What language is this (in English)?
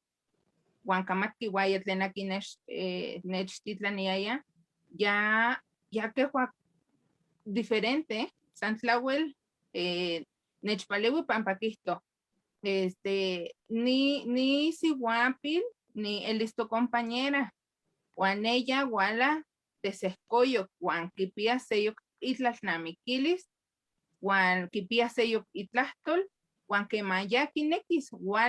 Eastern Huasteca Nahuatl